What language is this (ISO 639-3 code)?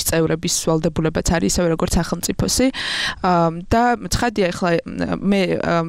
kat